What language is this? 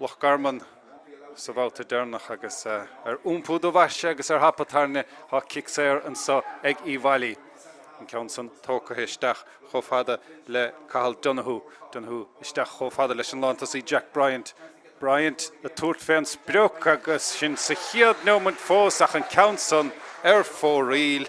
Irish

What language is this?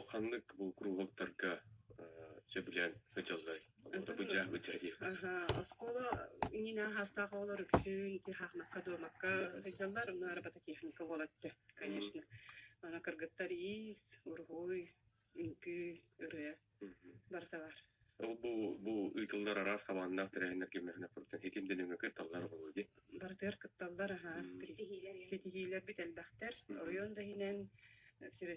Yakut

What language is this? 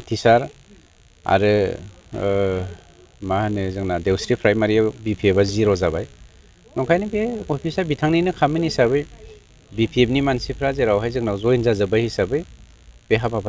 Bodo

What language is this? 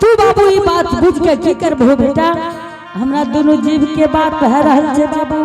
Angika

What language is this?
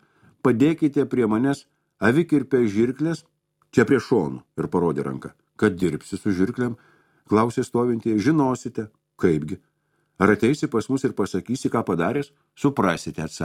Lithuanian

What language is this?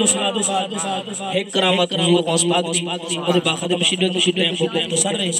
Saraiki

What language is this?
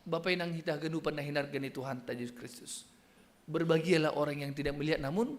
Batak Simalungun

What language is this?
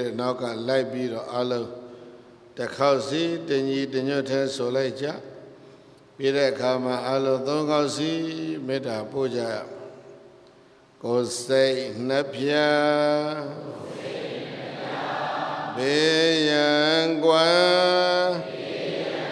Burmese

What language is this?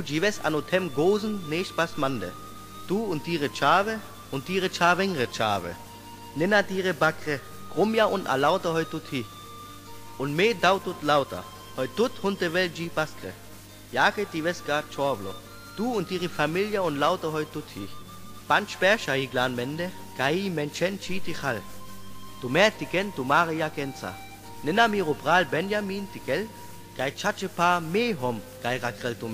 Sinte Romani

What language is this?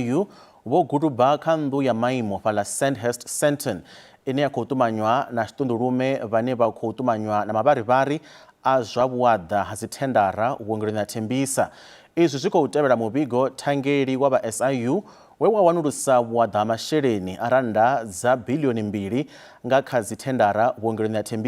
Venda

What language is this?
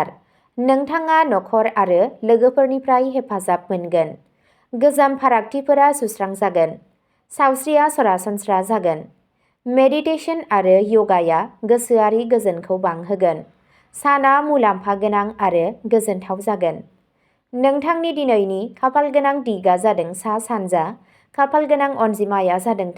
Bodo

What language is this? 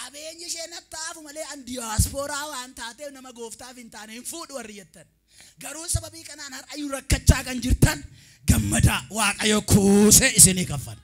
Oromo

